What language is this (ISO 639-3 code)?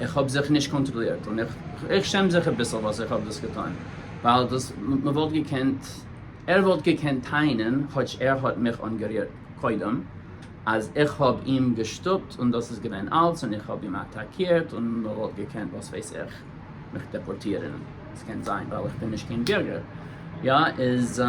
yid